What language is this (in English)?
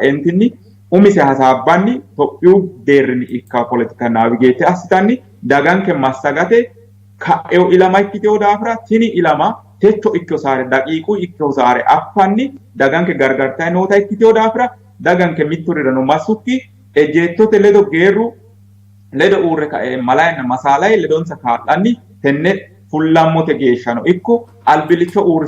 Sidamo